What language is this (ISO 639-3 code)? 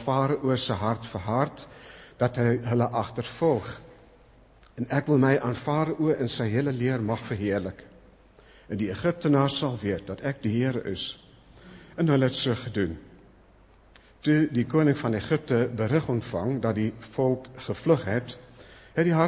afr